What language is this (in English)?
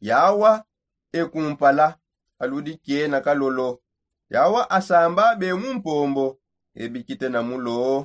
Songe